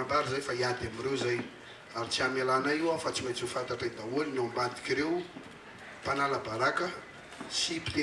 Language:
Malagasy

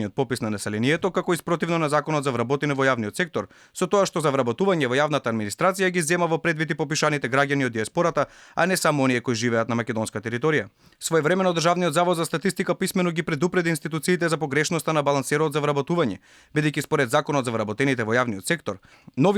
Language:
Macedonian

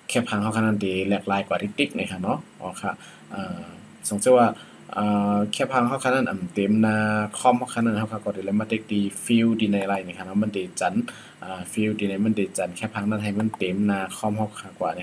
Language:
Shan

